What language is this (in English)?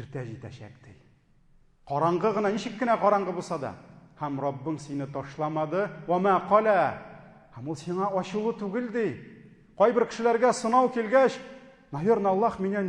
Tatar